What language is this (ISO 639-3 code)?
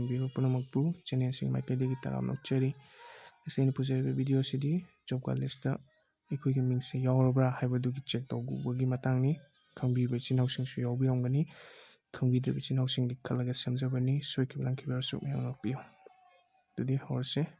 mni